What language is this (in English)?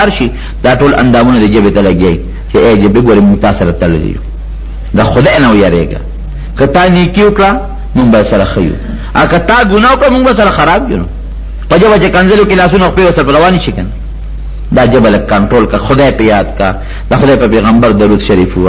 Pashto